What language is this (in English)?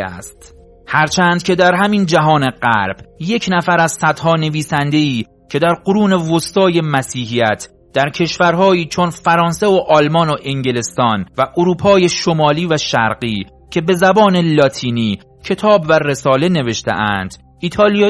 Persian